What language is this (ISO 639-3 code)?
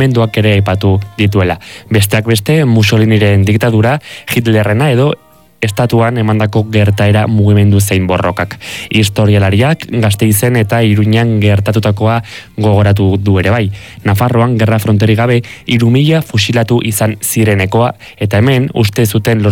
eus